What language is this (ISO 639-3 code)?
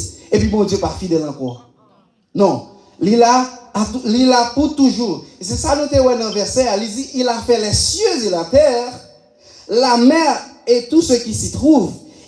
hat